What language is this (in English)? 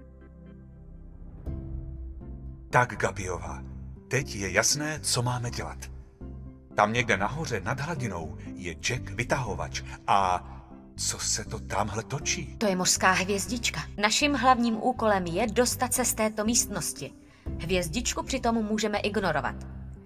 Czech